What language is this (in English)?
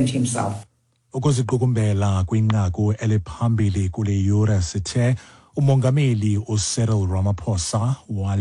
Xhosa